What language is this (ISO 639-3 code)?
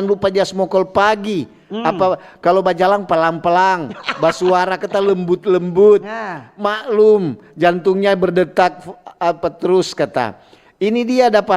xmm